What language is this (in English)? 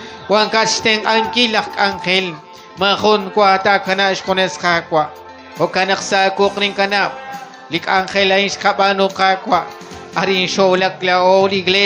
Kekchí